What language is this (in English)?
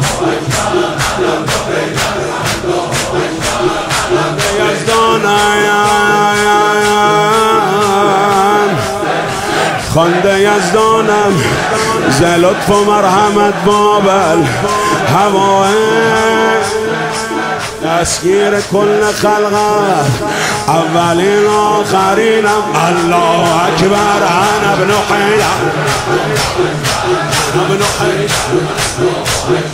Persian